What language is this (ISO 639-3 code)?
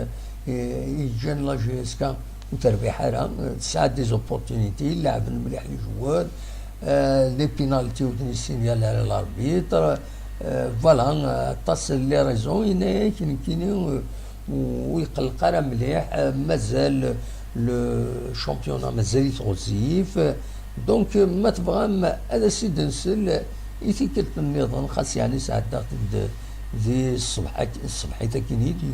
kab